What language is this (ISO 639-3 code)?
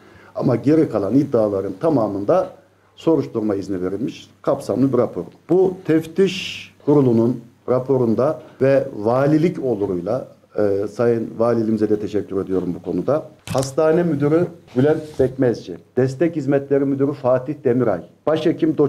tur